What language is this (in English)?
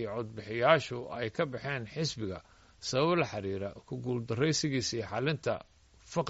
Somali